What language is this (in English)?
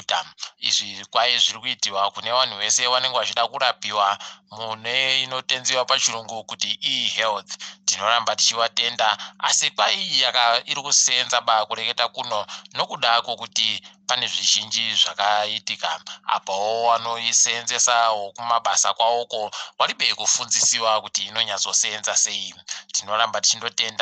Ndau